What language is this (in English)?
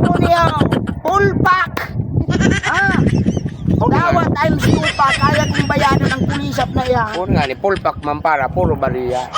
Bikol